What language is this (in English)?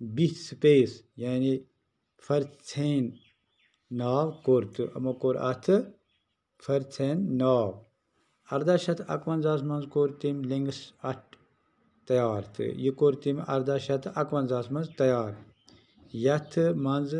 Kashmiri